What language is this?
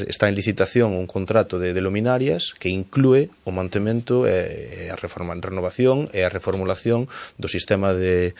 Galician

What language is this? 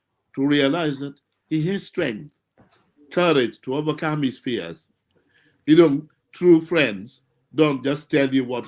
Acoli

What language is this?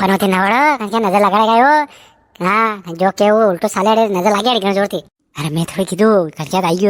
Rajasthani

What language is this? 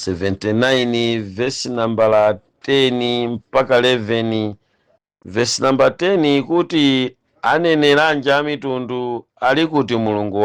Nyanja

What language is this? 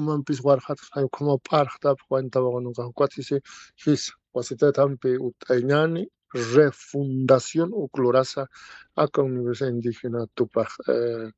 Aymara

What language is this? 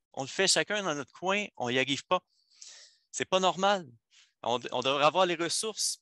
French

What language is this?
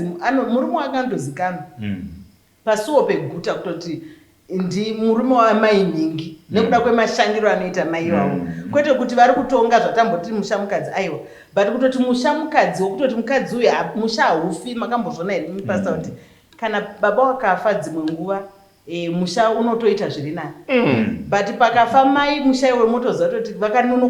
Shona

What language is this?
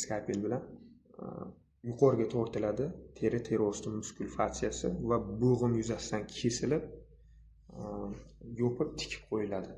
Uzbek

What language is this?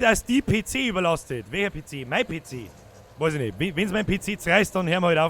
Bavarian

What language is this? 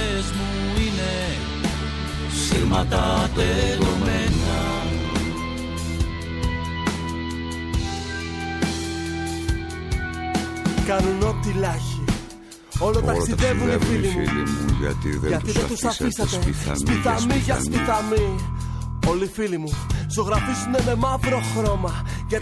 Greek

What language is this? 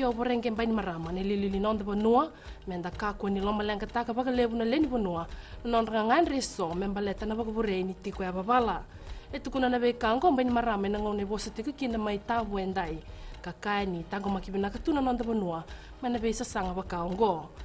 Fijian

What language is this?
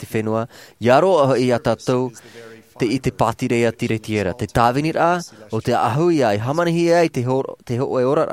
Tahitian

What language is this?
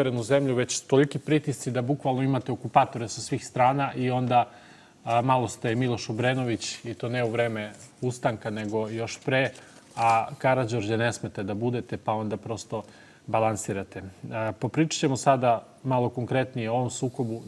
Serbian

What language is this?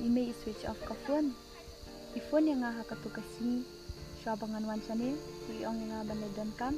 Khasi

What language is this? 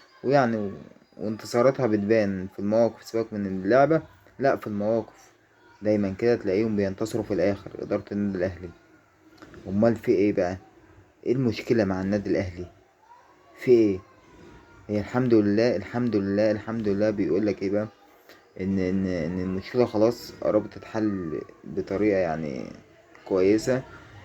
Egyptian Arabic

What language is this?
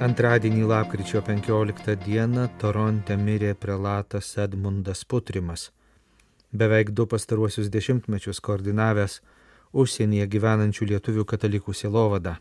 Lithuanian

